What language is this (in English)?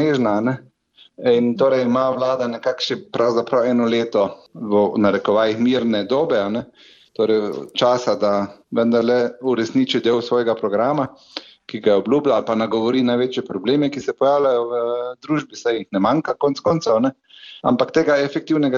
Slovenian